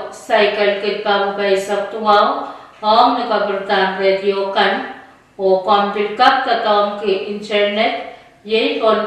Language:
Pohnpeian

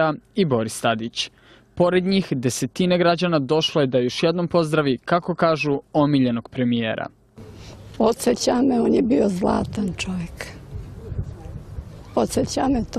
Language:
Serbian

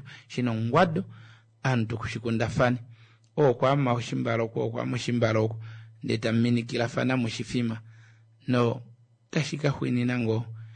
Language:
Kuanyama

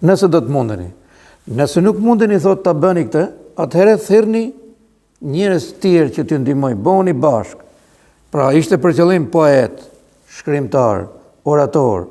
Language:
Albanian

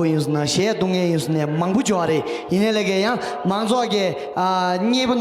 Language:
Tibetan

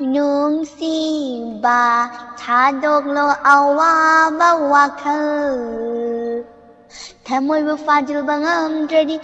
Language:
Manipuri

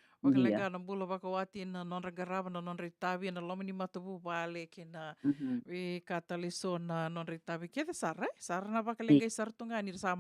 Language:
Fijian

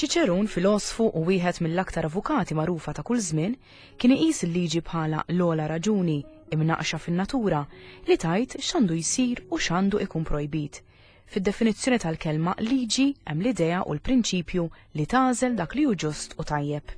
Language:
Maltese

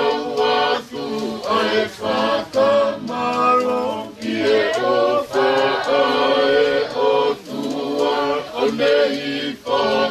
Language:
Tongan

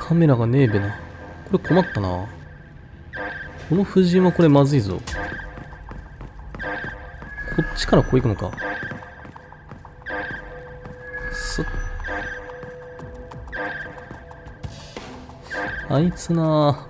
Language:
Japanese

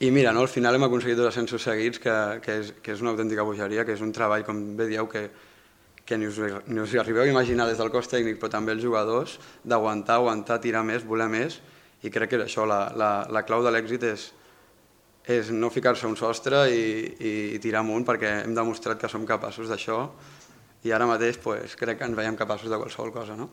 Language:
Catalan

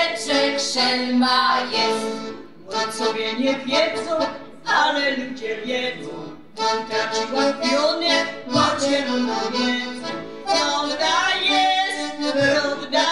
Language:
Silesian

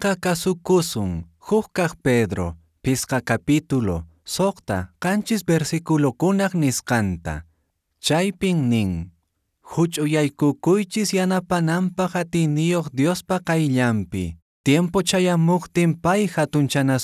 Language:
Quechua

